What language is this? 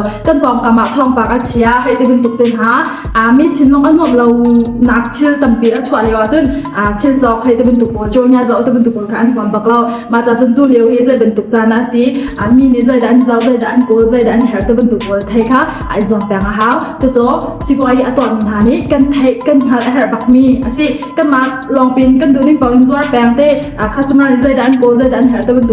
Hakha Chin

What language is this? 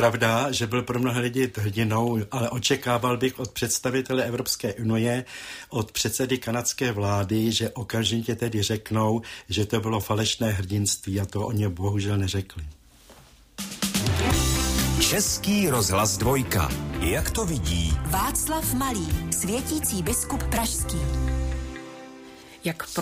Czech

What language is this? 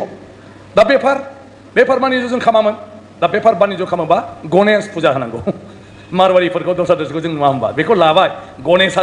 Bodo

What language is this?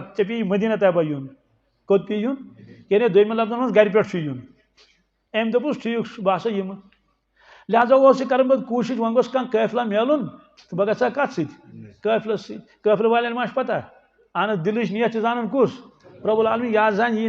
Kashmiri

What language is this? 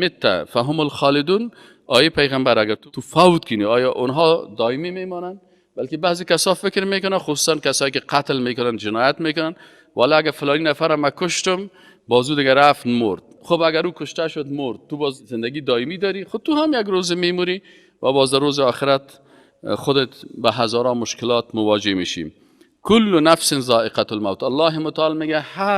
Persian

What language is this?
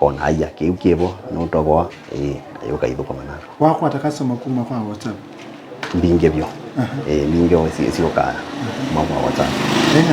Kamba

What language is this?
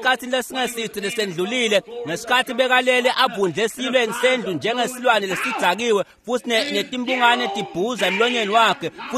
Swati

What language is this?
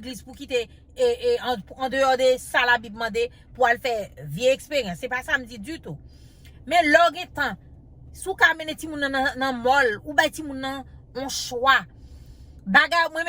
Haitian Creole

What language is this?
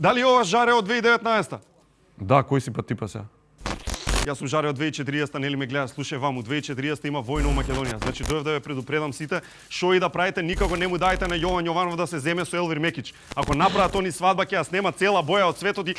Macedonian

